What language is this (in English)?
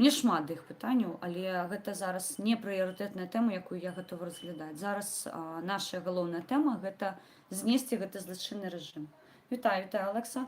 Belarusian